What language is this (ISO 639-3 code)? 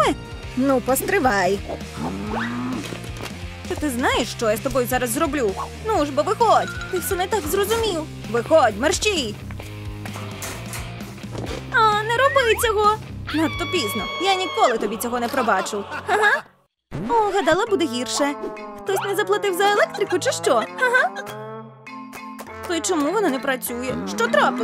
ukr